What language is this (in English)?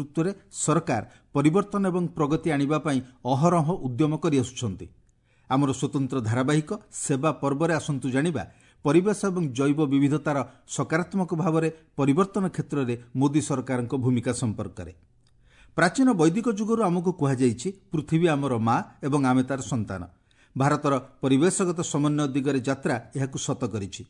Odia